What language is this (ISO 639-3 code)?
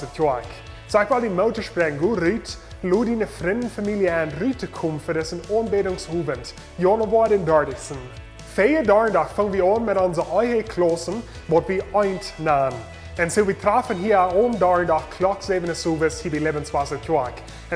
pdt